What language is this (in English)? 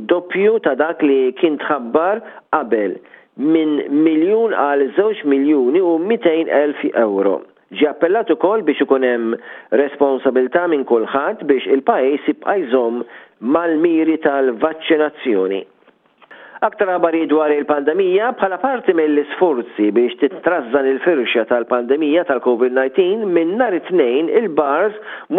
Maltese